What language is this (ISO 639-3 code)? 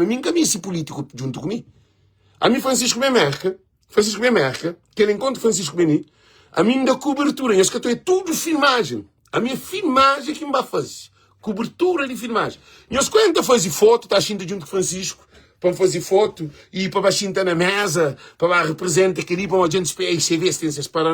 kea